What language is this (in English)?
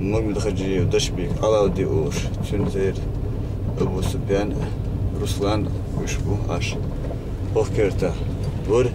Chechen